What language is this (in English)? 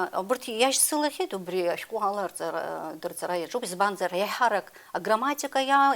Abkhazian